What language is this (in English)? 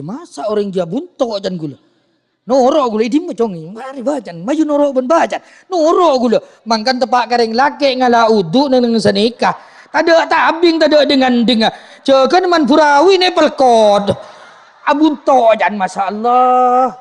Madurese